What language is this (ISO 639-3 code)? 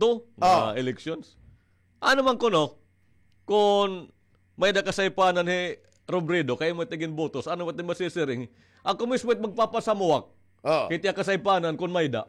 war